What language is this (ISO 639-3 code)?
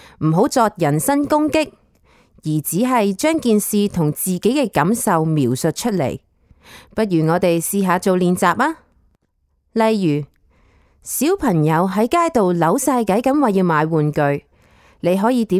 yue